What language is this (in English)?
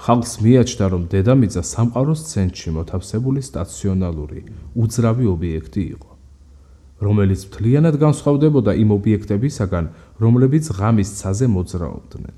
Georgian